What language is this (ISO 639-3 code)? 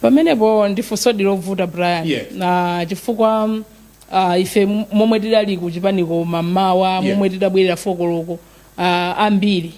nya